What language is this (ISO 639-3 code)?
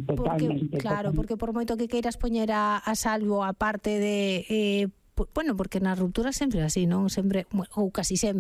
glg